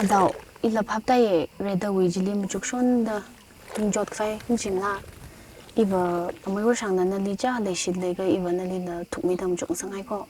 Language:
Tangkhul Naga (India)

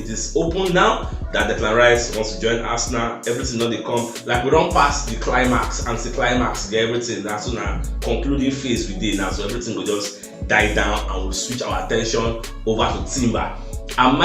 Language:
Nigerian Pidgin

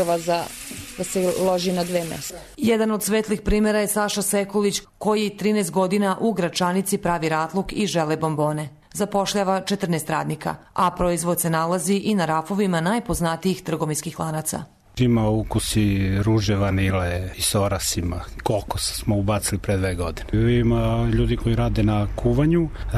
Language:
Serbian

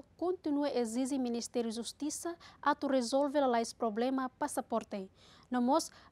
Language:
Tetum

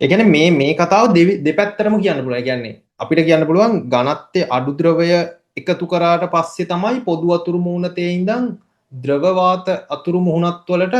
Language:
Sinhala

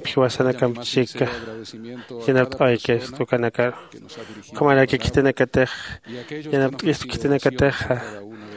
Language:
Aymara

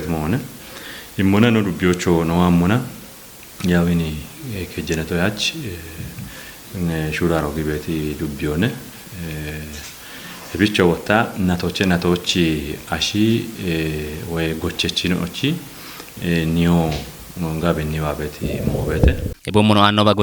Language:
Kafa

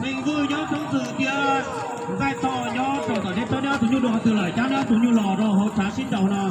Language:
Hmong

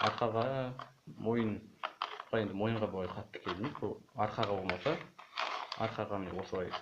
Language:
Kazakh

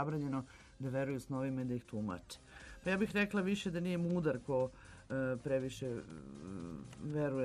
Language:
Serbian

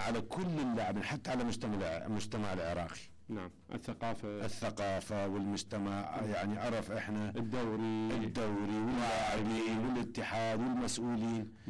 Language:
Mesopotamian Arabic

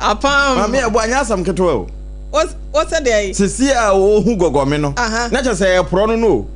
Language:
Akan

